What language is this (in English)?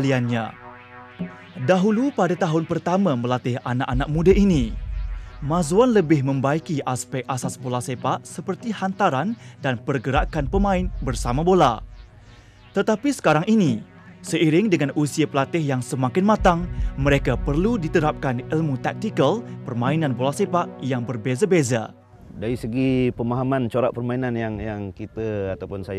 Malay